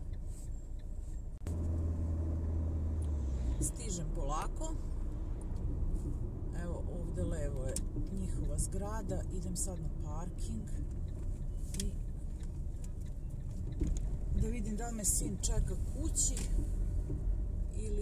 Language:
Serbian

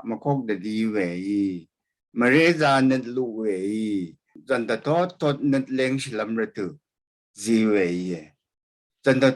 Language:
Rawang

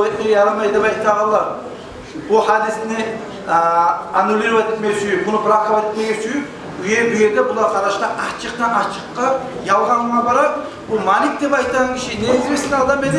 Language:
Kumyk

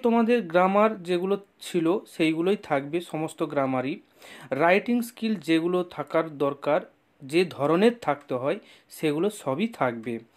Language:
Bangla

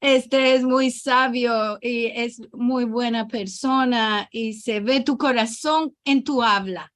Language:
Ladino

